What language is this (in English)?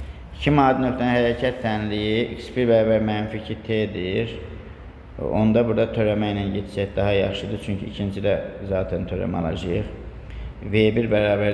Azerbaijani